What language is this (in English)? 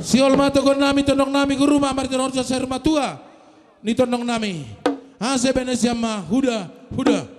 Batak Simalungun